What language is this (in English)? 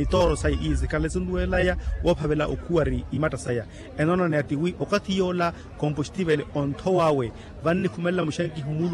Makhuwa